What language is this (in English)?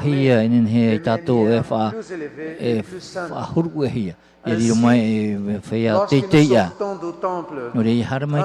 Tahitian